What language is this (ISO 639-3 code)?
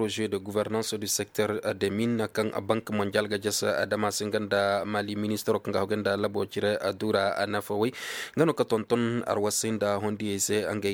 ses